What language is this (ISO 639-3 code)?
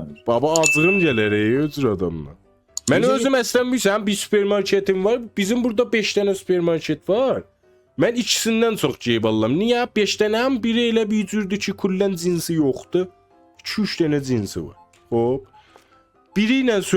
azb